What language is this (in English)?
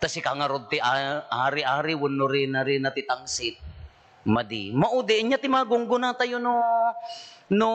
Iloko